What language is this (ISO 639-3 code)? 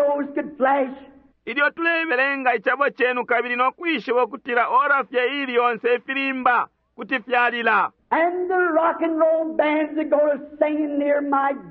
bem